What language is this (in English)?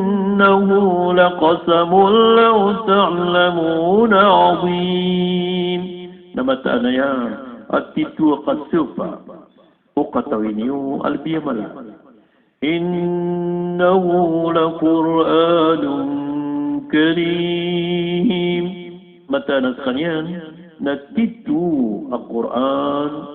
Maranao